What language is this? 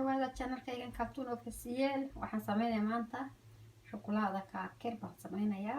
Somali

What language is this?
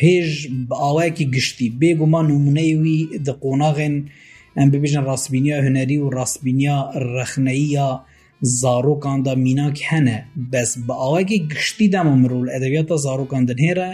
Kurdish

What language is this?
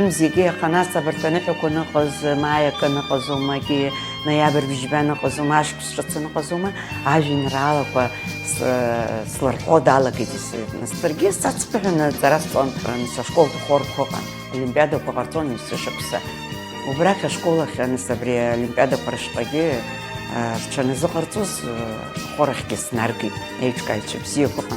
Abkhazian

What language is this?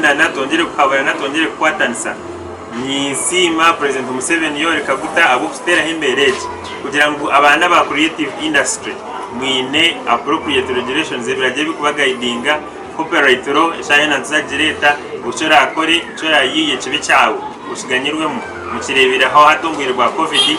Nyankole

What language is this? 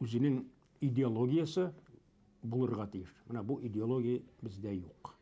Bashkir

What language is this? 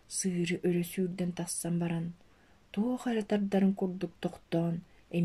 Yakut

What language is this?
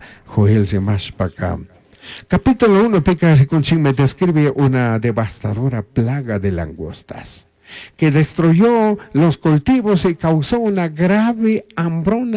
Chimborazo Highland Quichua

